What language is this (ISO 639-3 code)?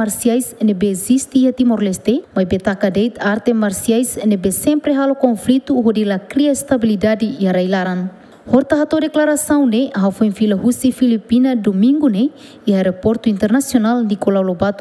tet